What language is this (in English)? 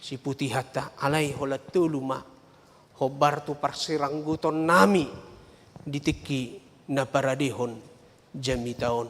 Batak Toba